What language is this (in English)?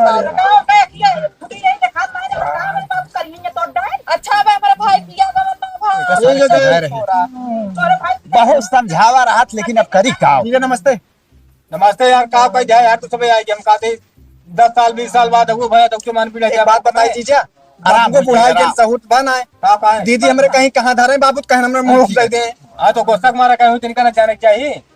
Awadhi